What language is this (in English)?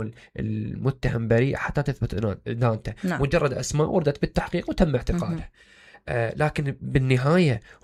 Mesopotamian Arabic